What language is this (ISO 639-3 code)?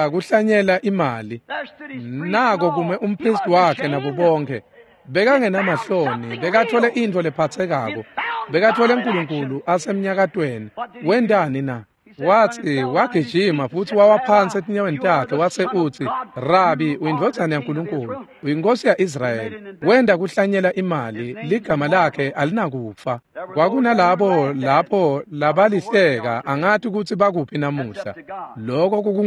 ssw